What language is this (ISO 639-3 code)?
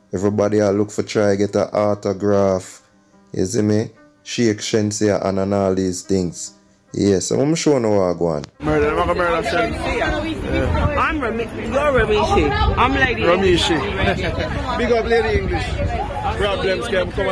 jam